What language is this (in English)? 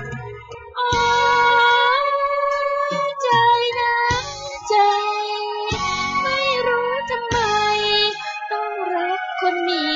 Thai